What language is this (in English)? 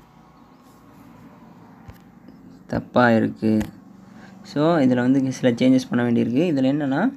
Tamil